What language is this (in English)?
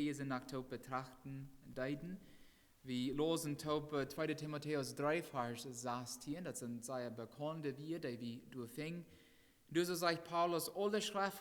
Plautdietsch